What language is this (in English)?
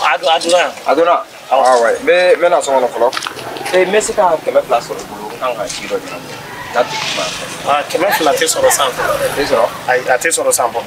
Bambara